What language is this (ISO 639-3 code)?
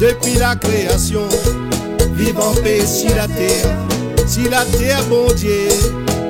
rcf